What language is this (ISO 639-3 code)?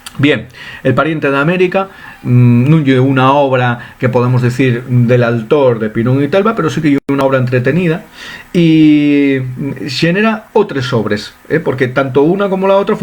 ast